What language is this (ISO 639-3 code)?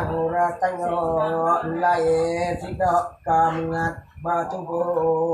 iba